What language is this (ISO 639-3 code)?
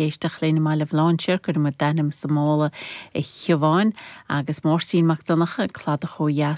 gle